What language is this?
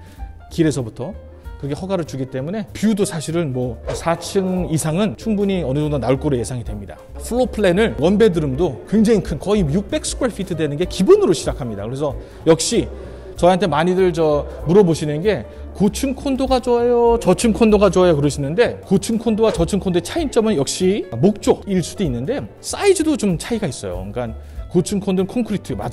Korean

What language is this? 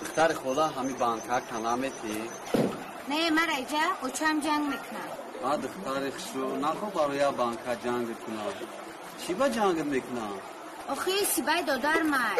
Tajik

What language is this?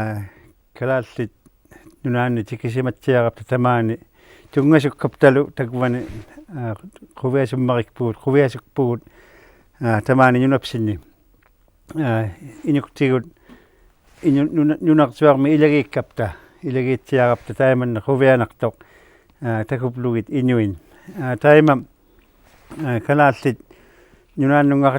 Kalaallisut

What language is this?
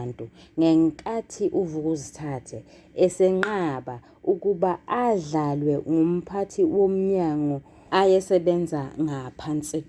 Zulu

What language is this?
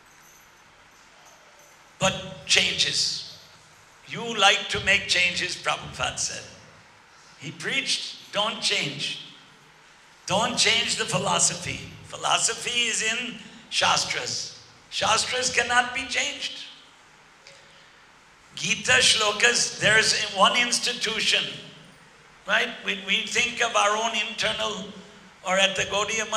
English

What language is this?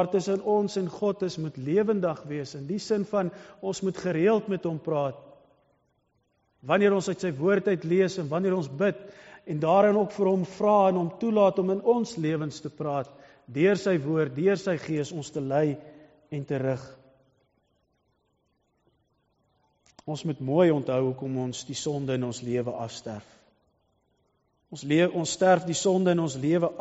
Afrikaans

